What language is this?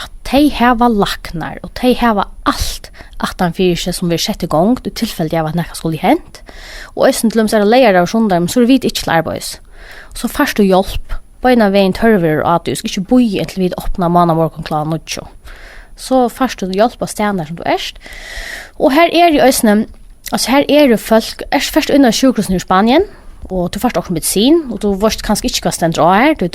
Faroese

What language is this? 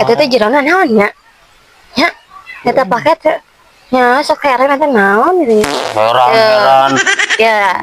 Sundanese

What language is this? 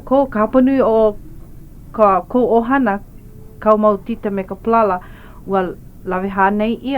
Hawaiian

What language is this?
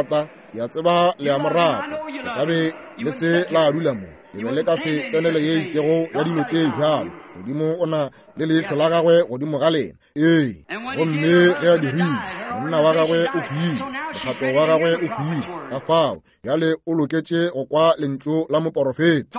Northern Sotho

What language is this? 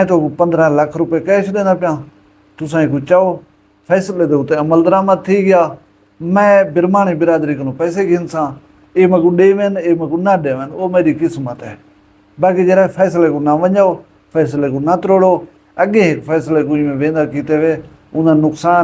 Saraiki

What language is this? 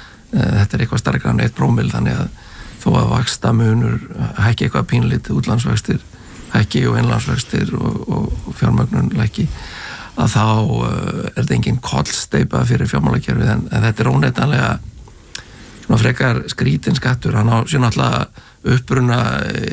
Icelandic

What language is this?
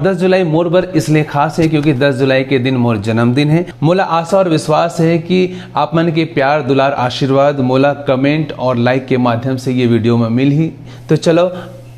Chhattisgarhi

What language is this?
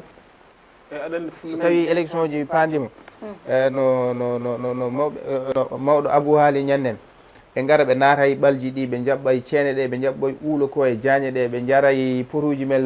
Fula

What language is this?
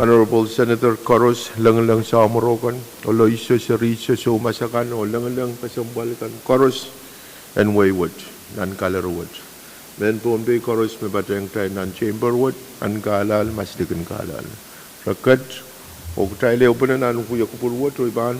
Pohnpeian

